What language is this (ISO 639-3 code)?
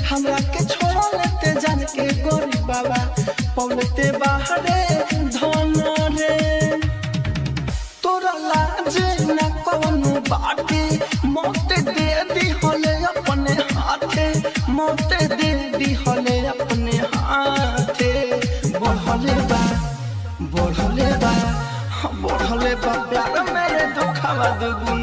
bho